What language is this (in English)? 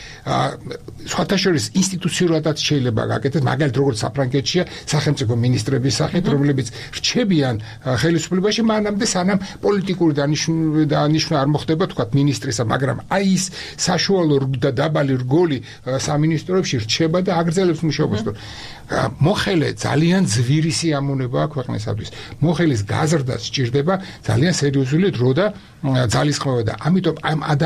Georgian